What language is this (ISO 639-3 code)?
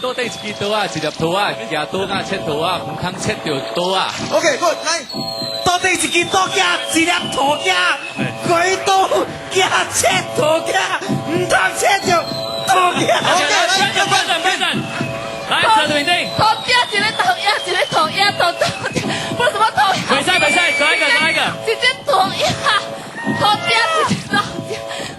nan